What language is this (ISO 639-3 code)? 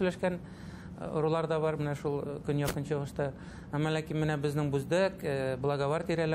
bak